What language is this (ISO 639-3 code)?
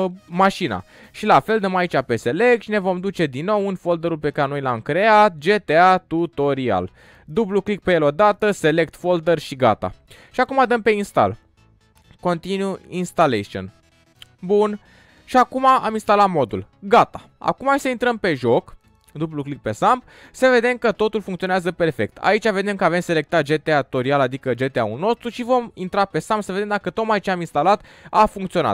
ron